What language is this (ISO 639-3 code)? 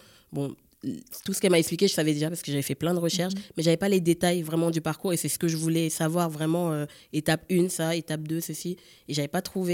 fra